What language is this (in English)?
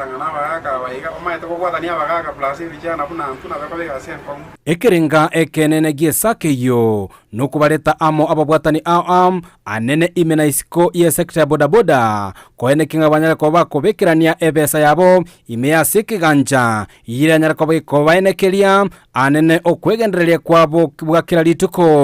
Gusii